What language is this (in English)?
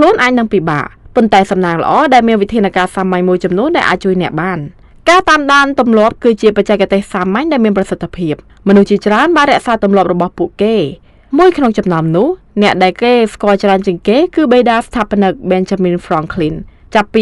Khmer